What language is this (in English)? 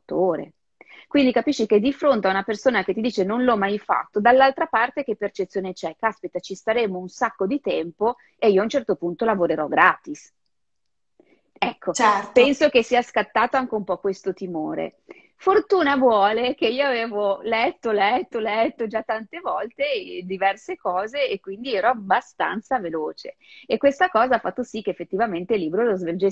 Italian